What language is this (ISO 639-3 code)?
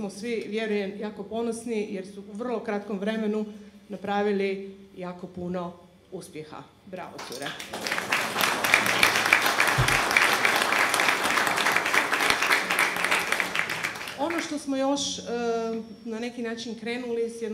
hrv